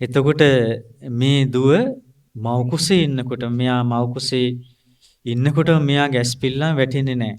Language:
Sinhala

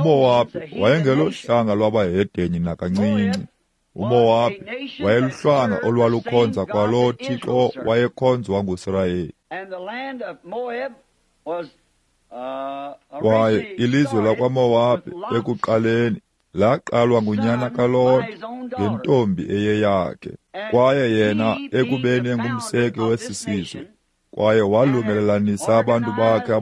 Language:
Xhosa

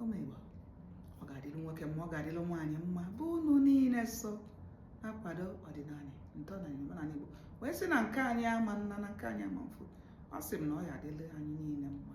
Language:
Igbo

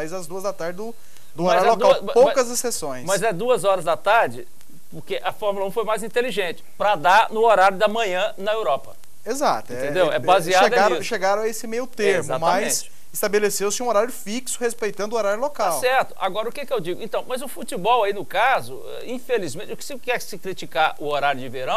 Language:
Portuguese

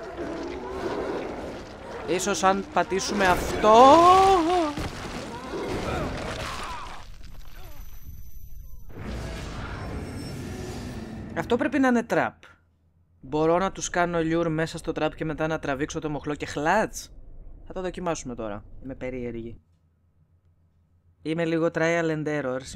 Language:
Greek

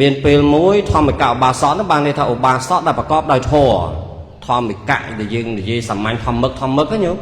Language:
Khmer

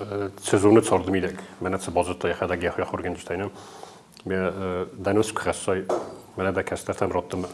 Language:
Ossetic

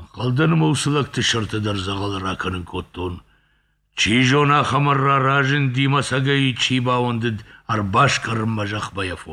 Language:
Ossetic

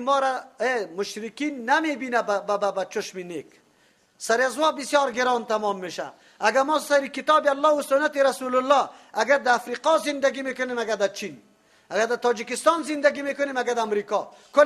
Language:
Persian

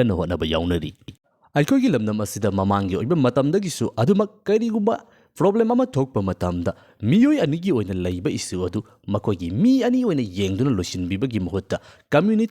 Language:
Manipuri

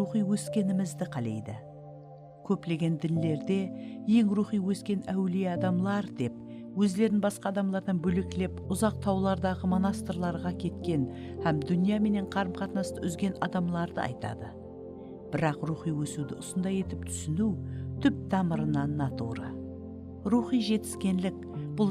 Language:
Kara-Kalpak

